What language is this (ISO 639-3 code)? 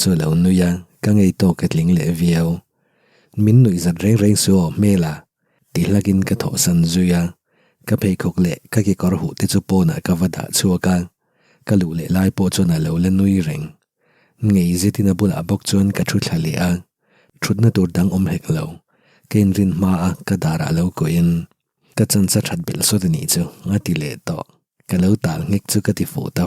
lus